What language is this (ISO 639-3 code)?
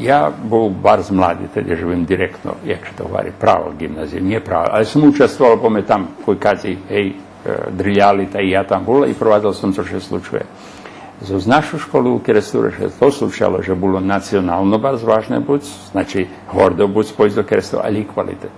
rue